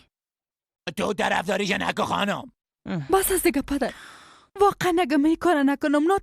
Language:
Persian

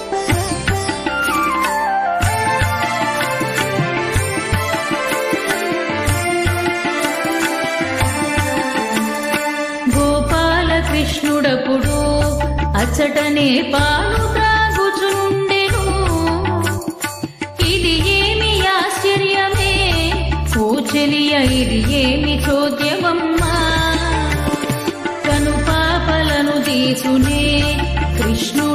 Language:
Telugu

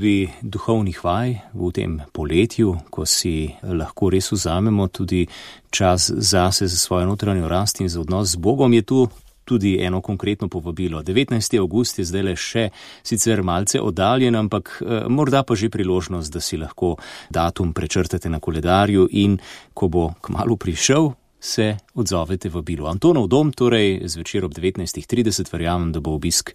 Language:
Slovenian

